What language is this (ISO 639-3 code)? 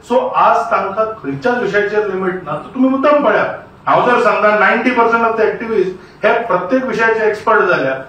kok